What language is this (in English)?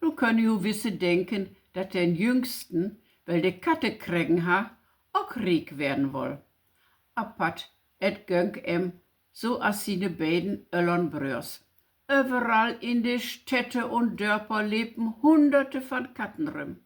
Low German